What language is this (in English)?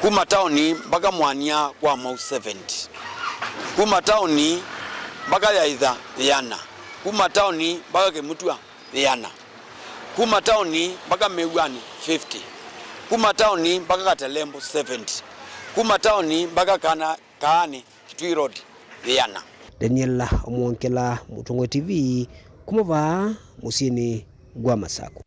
Kamba